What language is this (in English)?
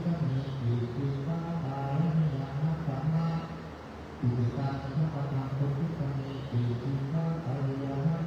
Pali